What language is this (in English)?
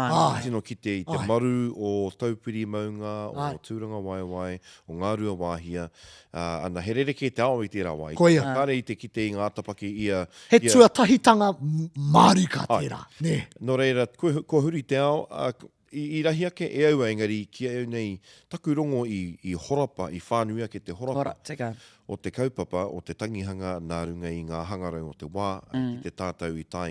Māori